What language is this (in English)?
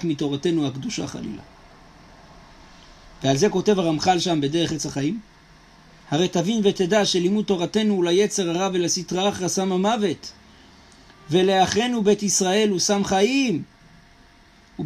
Hebrew